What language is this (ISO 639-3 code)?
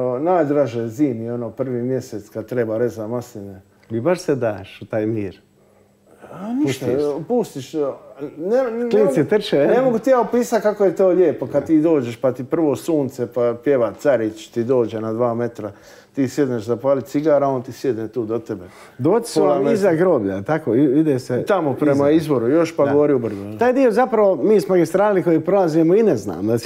hrv